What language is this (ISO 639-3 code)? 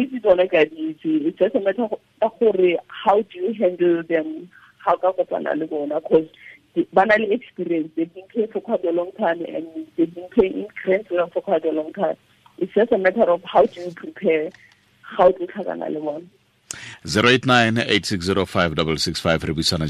tsn